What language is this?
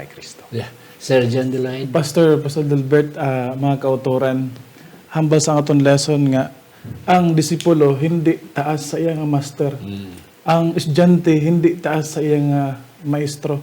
Hiligaynon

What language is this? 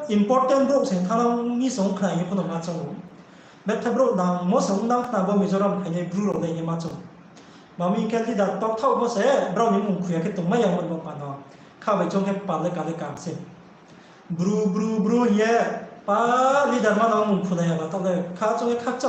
Riang (India)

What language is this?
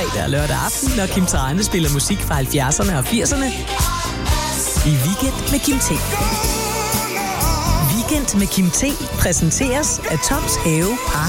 Danish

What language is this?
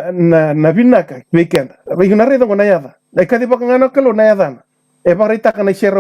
Fijian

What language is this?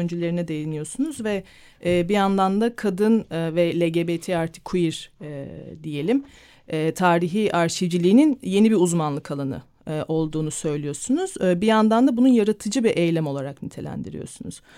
Turkish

